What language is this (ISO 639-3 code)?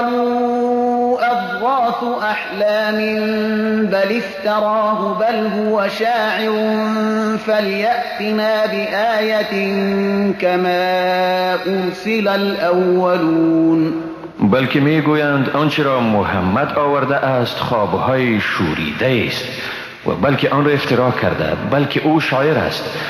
fas